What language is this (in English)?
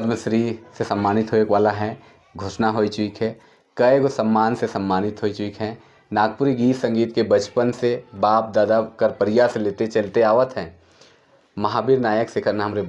Sadri